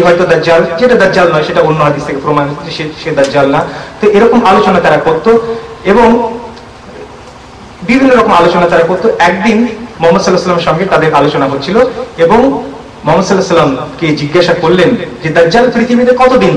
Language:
Bangla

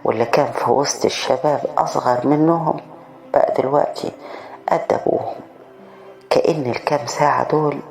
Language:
Egyptian Arabic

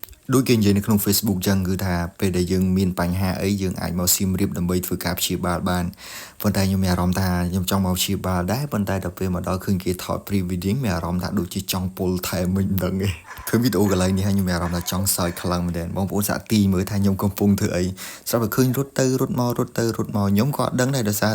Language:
Khmer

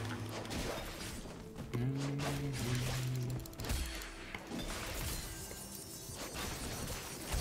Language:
Spanish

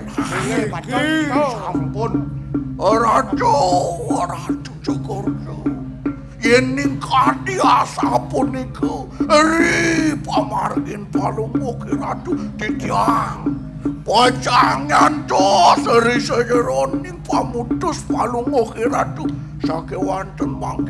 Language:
Balinese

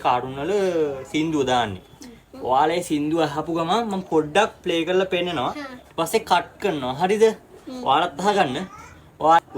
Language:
Sinhala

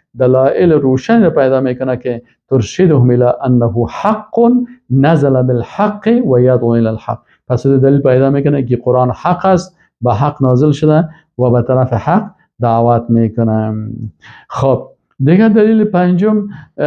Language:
Persian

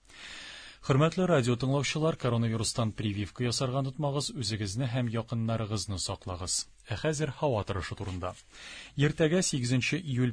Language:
Tatar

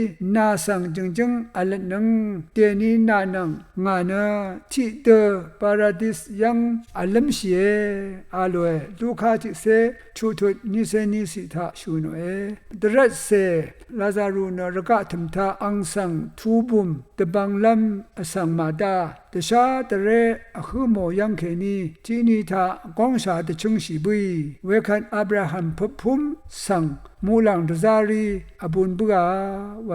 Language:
Rawang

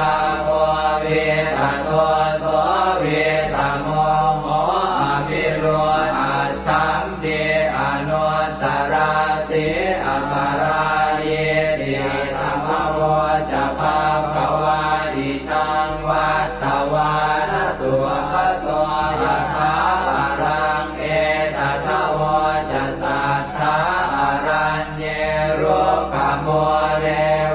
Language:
Pali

